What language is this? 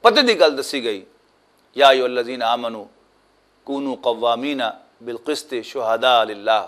Western Panjabi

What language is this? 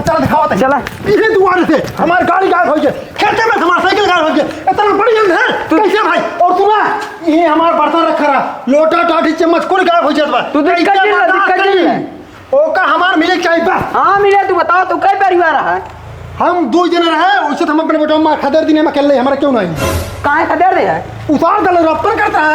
Awadhi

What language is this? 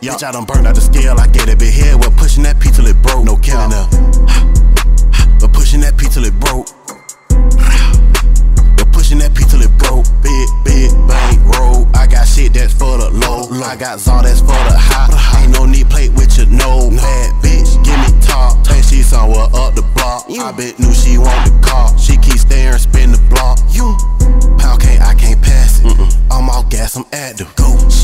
English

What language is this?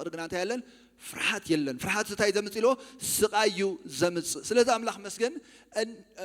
Tigrinya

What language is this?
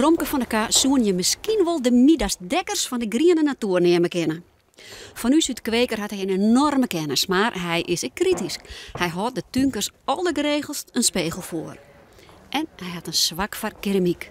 Western Frisian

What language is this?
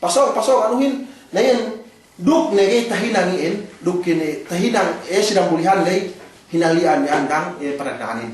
Yakan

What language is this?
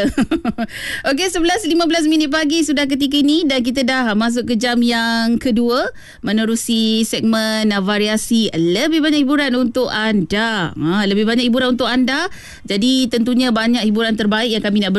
Malay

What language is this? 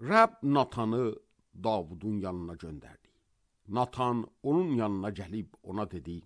Azerbaijani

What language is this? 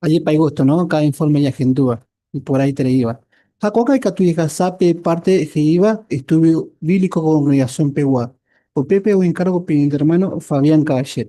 Guarani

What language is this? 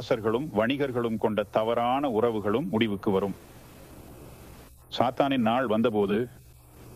Tamil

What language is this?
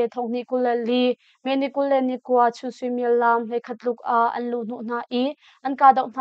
Hakha Chin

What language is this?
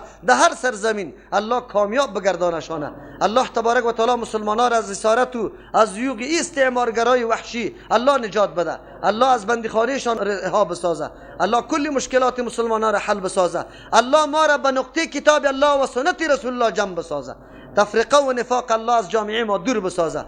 Persian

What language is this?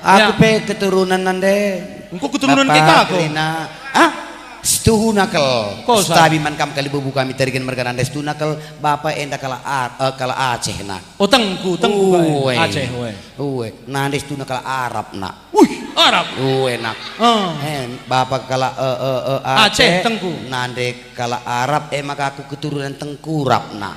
Batak Karo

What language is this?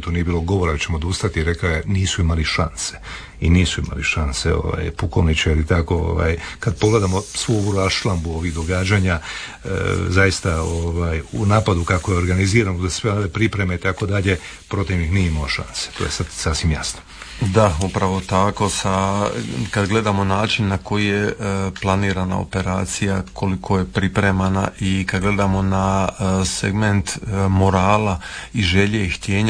Croatian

